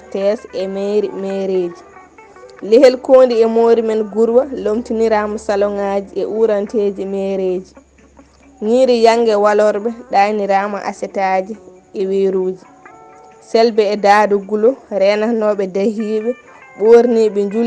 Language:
Fula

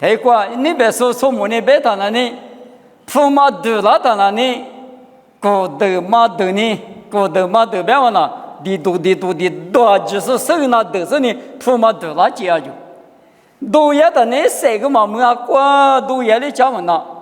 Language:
Lisu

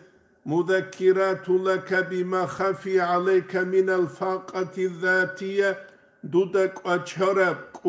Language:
Avaric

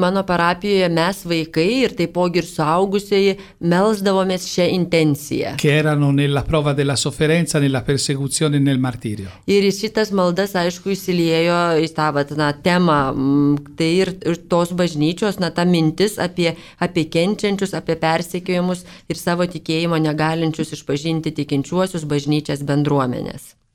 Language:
Lithuanian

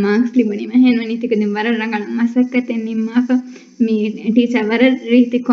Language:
Divehi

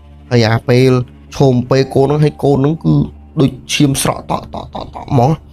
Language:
Khmer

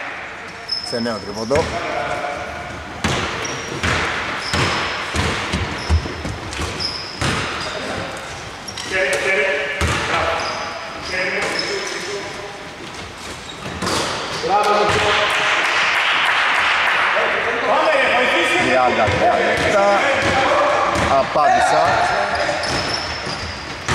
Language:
Greek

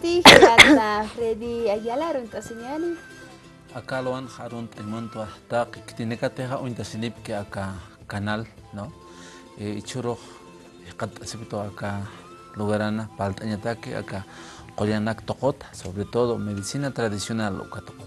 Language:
Aymara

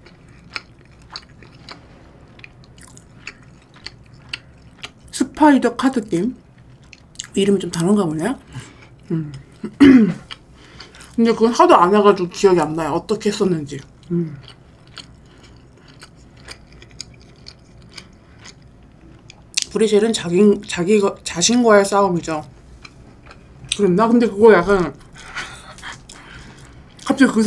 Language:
Korean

